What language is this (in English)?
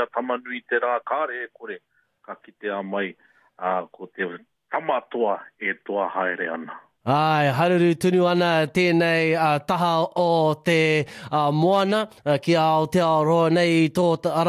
Māori